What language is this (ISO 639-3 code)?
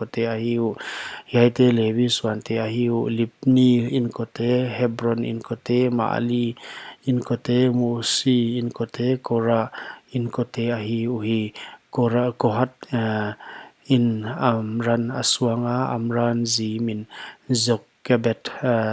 pck